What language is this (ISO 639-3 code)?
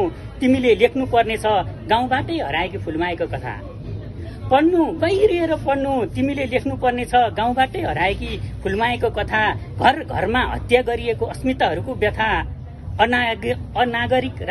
nep